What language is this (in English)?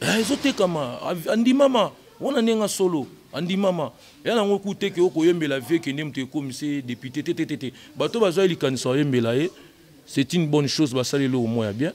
Lingala